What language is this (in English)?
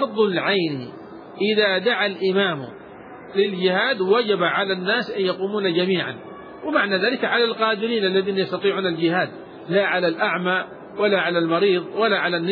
Arabic